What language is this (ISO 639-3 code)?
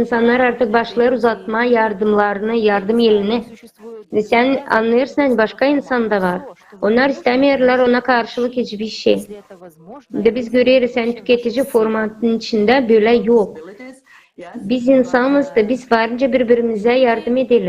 gag